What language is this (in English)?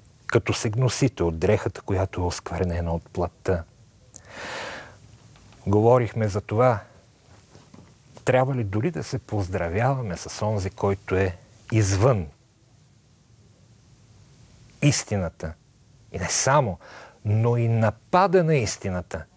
Bulgarian